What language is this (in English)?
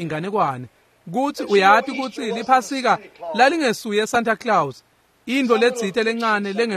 Swati